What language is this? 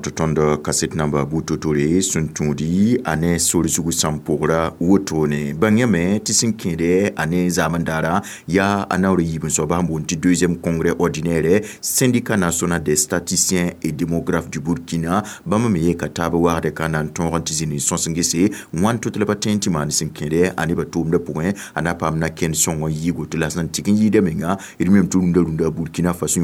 Mossi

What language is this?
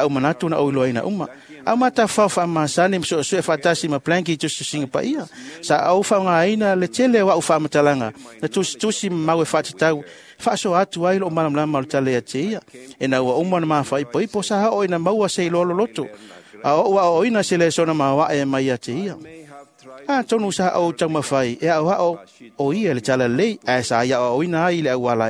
Samoan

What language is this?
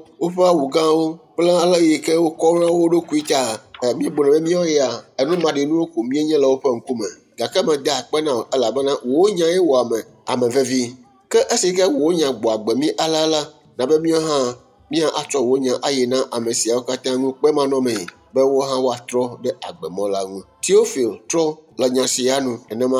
Ewe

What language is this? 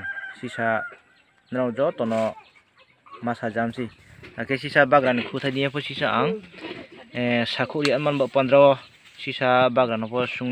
Riang (India)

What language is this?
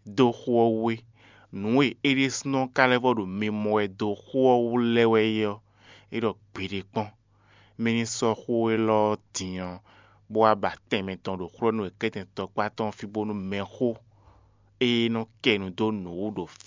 Fon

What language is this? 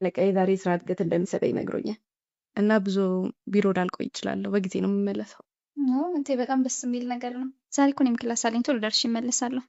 Amharic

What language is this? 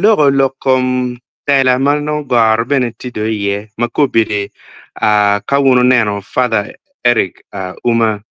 Acoli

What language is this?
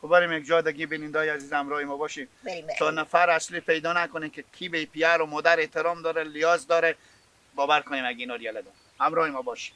Hazaragi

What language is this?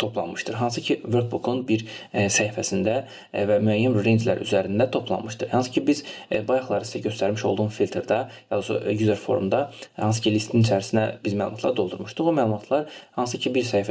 Azerbaijani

